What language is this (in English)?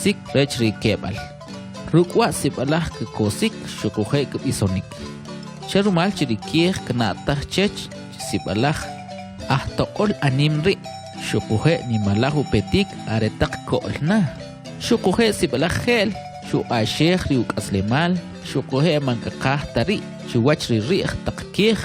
Kʼicheʼ